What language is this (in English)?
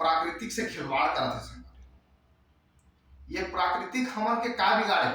Chhattisgarhi